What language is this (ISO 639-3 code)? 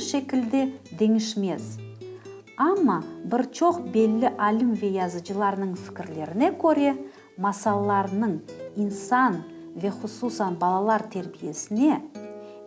crh